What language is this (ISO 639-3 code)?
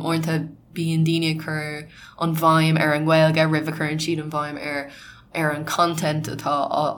gle